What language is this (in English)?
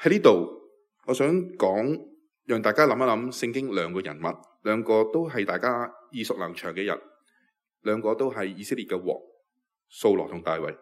Cantonese